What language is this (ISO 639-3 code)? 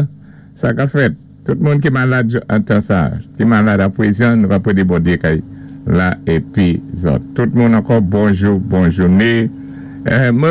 acf